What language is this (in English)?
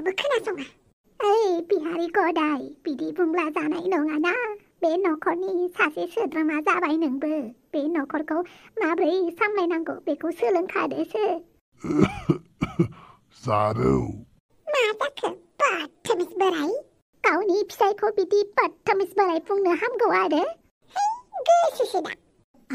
Bodo